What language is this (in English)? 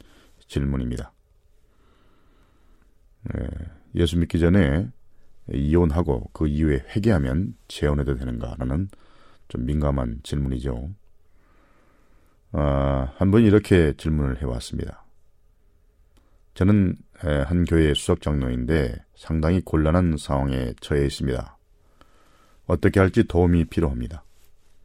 Korean